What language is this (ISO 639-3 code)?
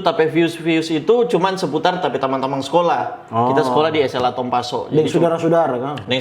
xmm